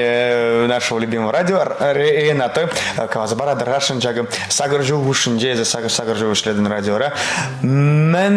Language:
Chuvash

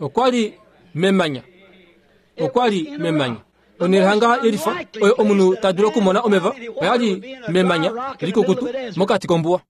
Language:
Kuanyama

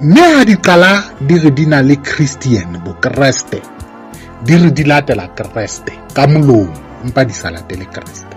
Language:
Southern Sotho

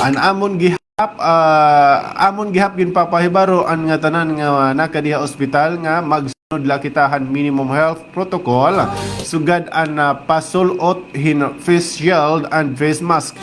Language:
Waray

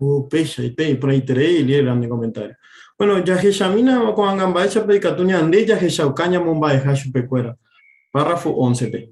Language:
Guarani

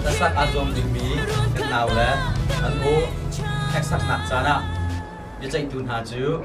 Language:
Hakha Chin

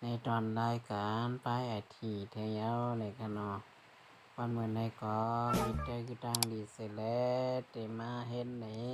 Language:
Shan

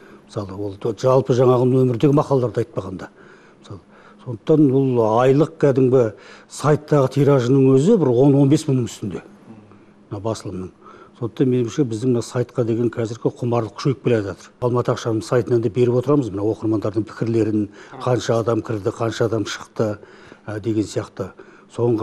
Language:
Kazakh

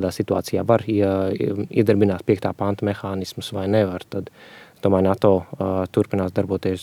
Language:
Latvian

